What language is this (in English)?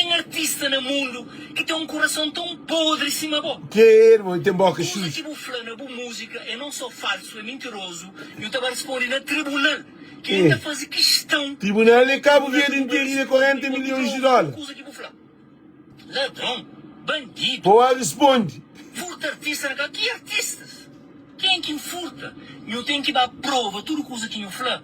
Kabuverdianu